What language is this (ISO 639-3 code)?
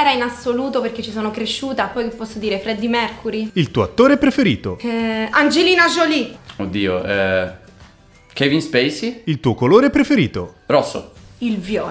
ita